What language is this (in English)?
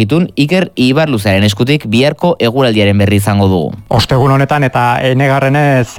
Basque